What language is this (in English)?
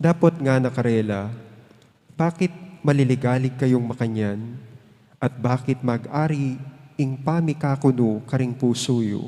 Pampanga